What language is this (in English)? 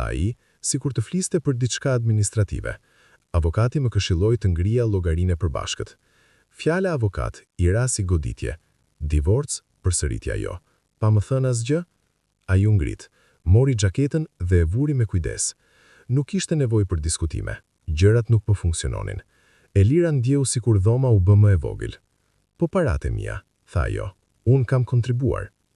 Albanian